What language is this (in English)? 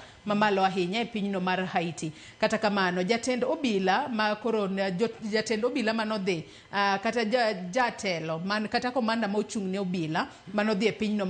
Luo (Kenya and Tanzania)